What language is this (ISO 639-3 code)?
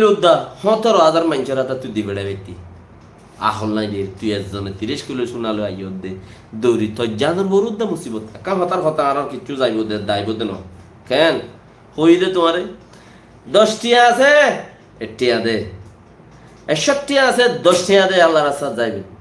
rhg